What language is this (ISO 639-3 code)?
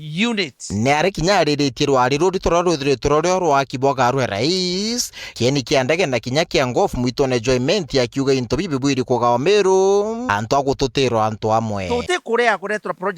mer